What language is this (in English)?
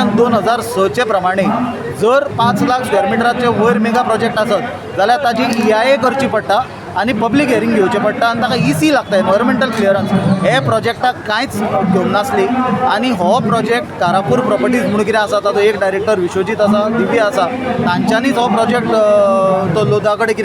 Konkani